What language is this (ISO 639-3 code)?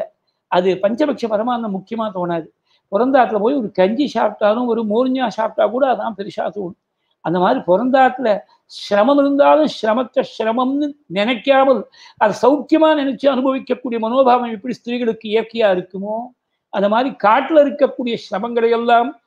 tam